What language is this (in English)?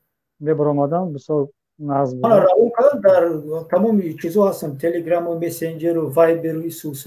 Tajik